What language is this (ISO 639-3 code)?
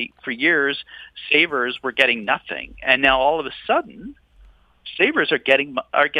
eng